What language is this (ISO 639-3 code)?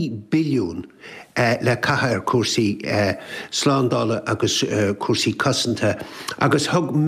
gle